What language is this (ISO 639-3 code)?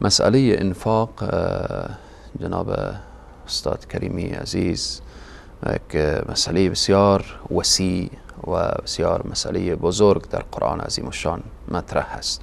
fas